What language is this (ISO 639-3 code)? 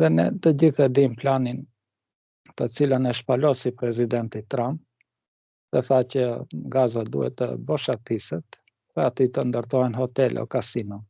sqi